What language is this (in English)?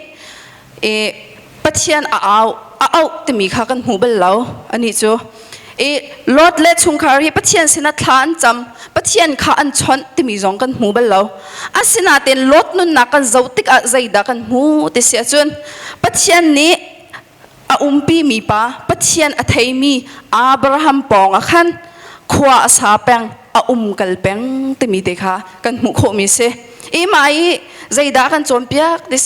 Hakha Chin